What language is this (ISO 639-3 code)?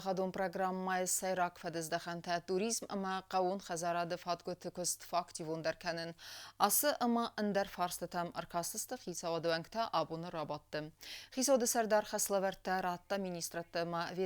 oss